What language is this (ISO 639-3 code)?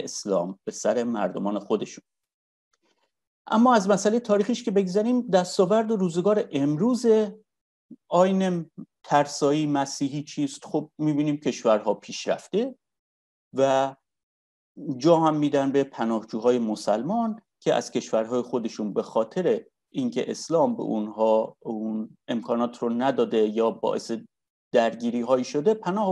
fas